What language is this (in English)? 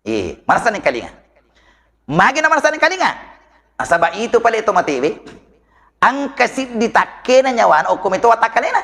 Buginese